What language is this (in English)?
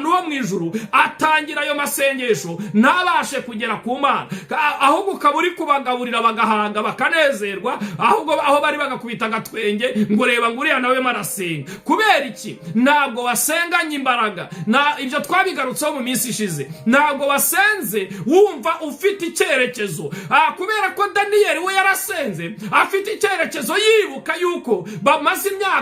Kinyarwanda